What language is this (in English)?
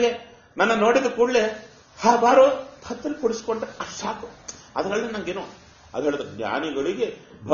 Kannada